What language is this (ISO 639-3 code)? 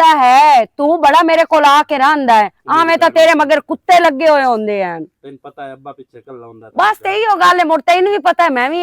lah